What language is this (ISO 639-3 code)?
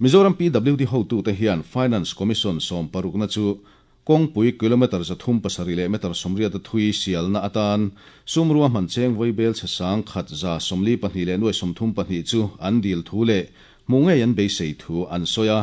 lus